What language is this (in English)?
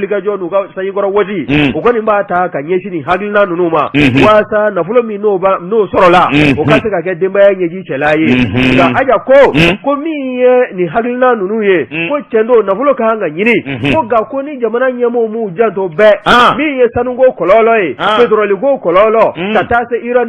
Bambara